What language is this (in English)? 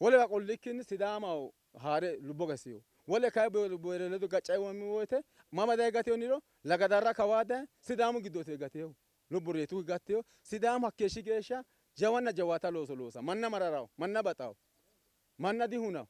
Sidamo